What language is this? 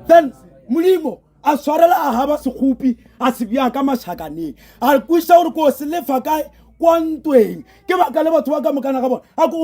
Northern Sotho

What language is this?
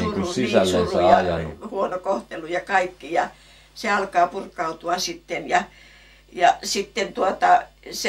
Finnish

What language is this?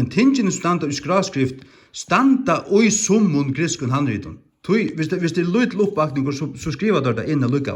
Faroese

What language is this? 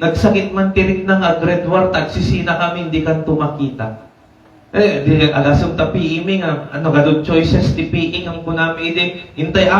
Iloko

